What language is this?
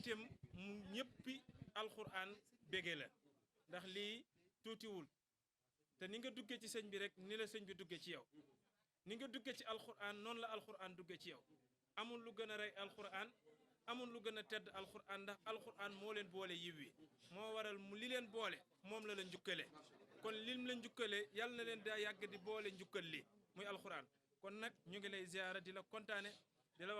Wolof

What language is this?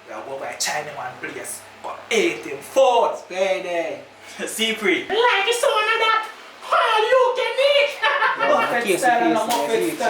Jamaican Creole English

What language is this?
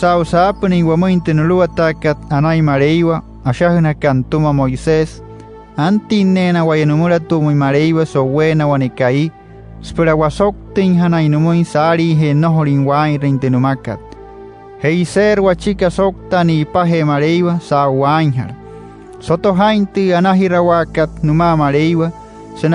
Wayuu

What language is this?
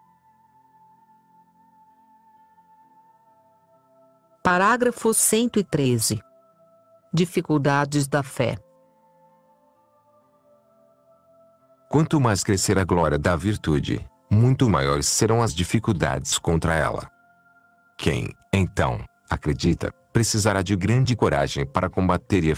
Portuguese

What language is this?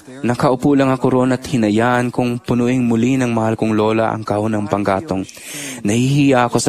Filipino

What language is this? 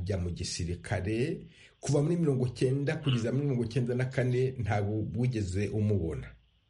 Kinyarwanda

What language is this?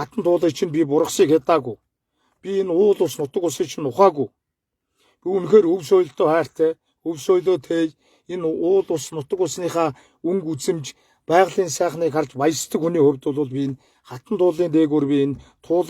Mongolian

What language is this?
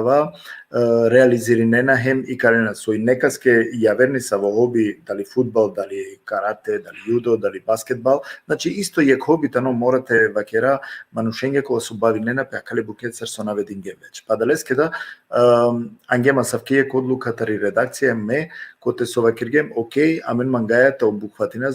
Balkan Romani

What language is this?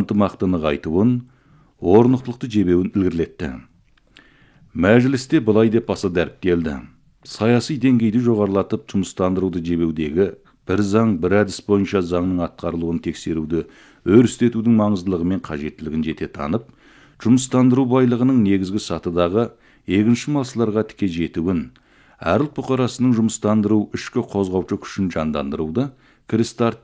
Kazakh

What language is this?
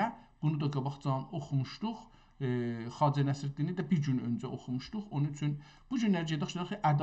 South Azerbaijani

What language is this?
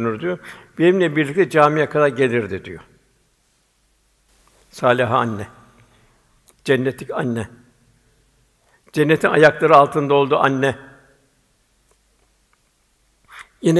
Turkish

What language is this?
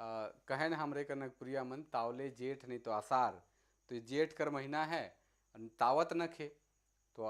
Sadri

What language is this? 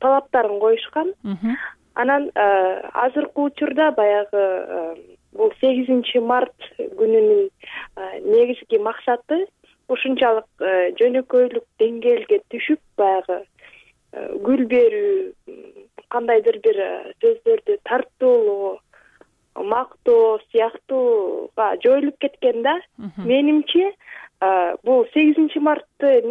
Kyrgyz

